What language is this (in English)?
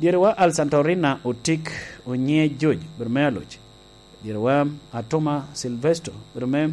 Lango (Uganda)